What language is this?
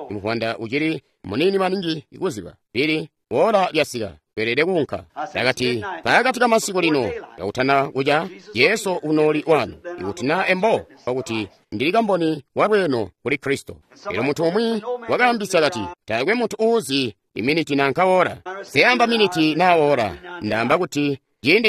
Tonga (Zambia)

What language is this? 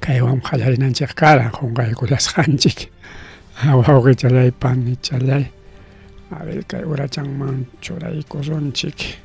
Ayacucho Quechua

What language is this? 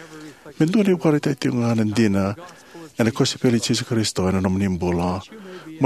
Fijian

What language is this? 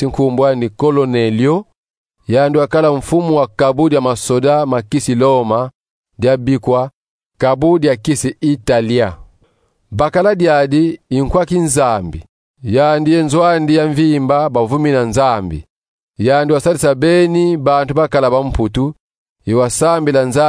Kongo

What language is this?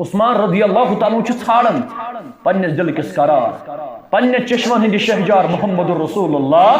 Kashmiri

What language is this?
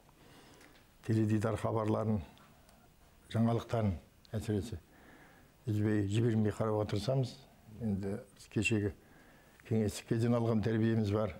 Kazakh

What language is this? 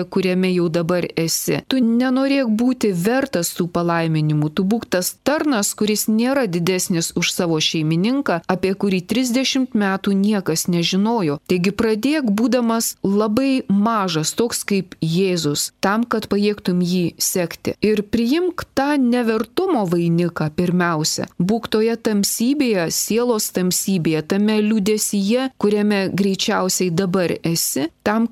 Lithuanian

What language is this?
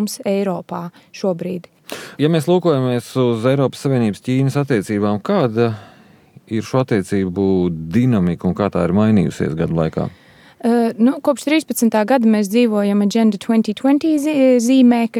Latvian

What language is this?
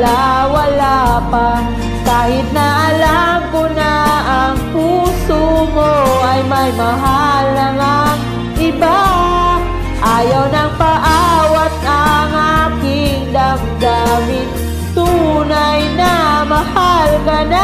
Filipino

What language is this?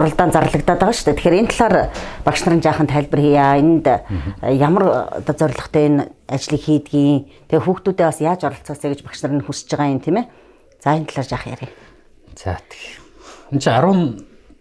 Mongolian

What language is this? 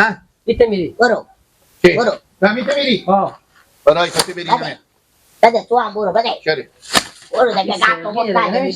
Persian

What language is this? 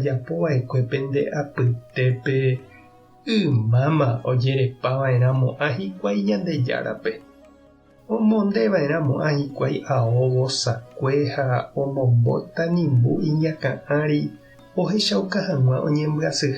Guarani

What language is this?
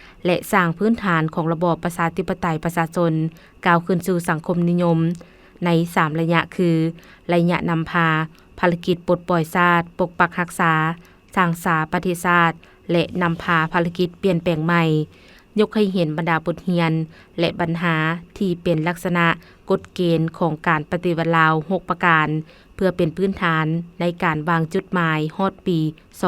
Lao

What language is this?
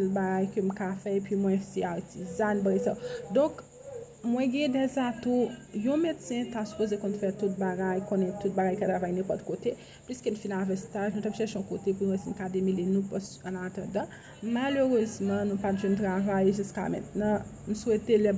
Haitian Creole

